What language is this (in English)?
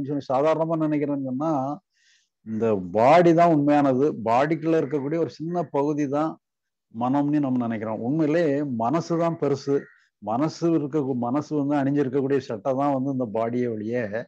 Tamil